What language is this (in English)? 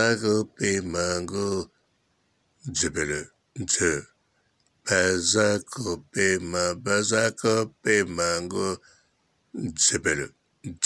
Lingala